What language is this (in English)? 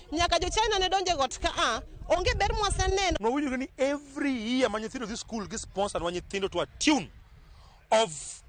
Luo (Kenya and Tanzania)